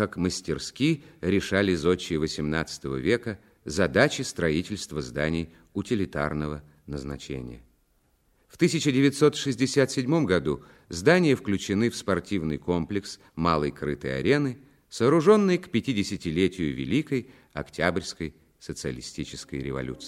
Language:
Russian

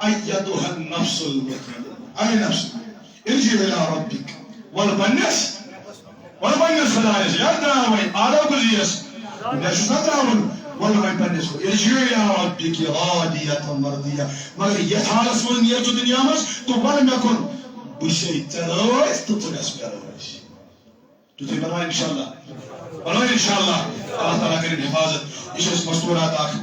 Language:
Kashmiri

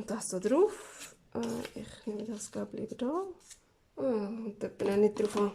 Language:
Swiss German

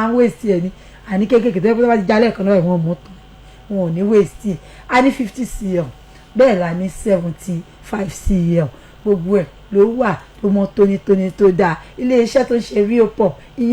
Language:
Yoruba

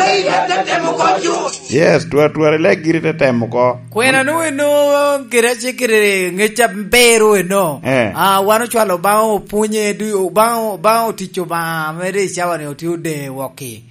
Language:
Lango (Uganda)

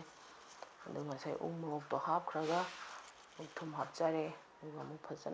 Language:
Manipuri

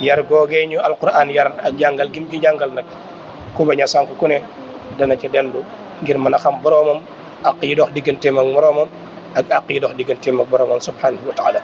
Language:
Wolof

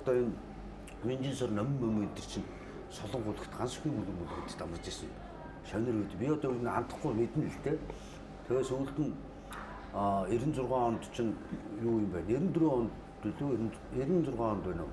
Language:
Mongolian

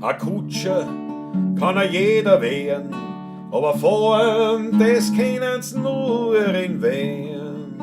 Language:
Bavarian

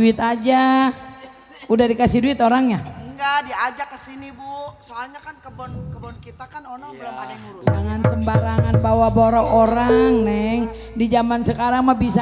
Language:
Betawi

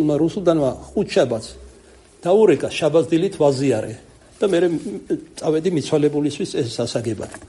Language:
Georgian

